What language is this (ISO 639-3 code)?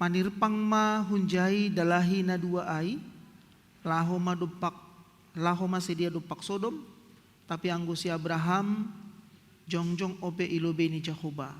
bts